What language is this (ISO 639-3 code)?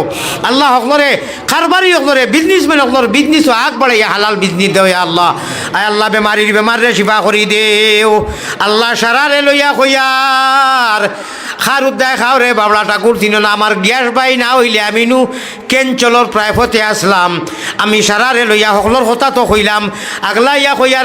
syl